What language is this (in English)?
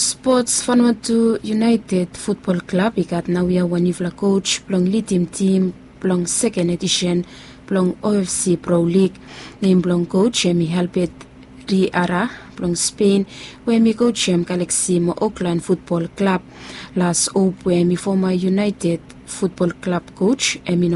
Bislama